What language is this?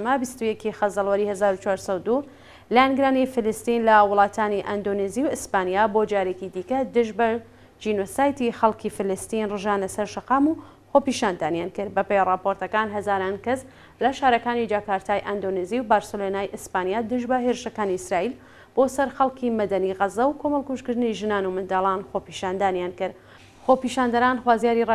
Central Kurdish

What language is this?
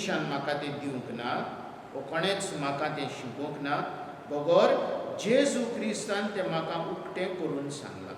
Konkani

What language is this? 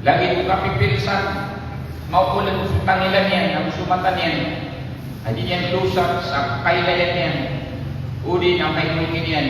Maranao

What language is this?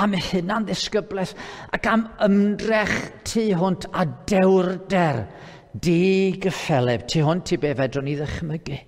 Welsh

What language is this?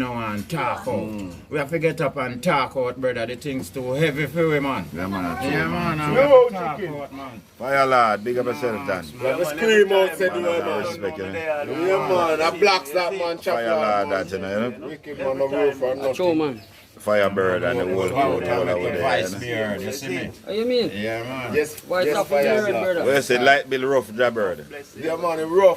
Jamaican Creole English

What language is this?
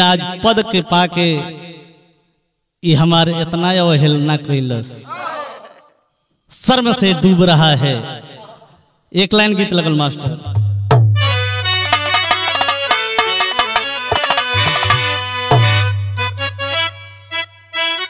Bhojpuri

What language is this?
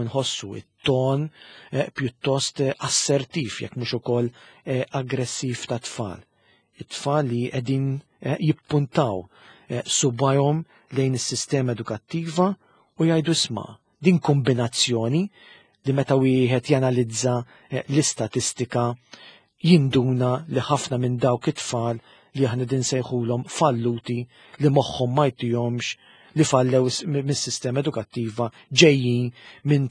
Maltese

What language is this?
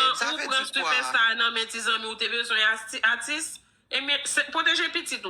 Haitian Creole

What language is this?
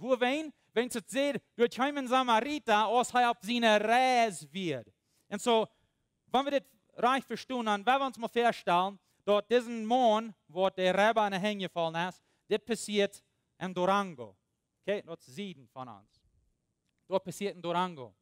Plautdietsch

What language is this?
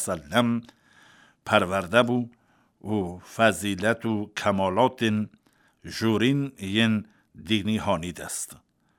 Kurdish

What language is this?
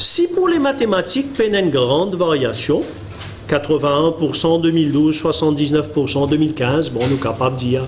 Morisyen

